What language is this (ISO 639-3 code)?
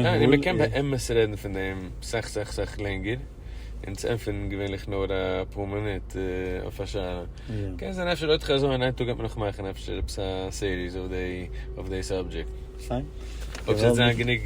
yid